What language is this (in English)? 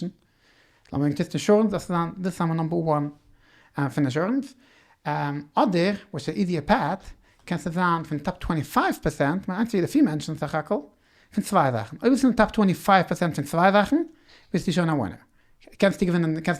Yiddish